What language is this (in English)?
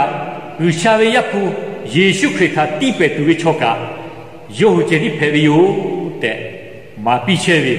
Lahu